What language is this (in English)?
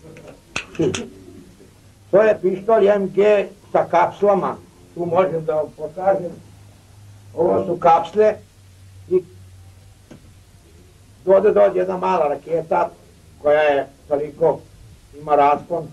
Serbian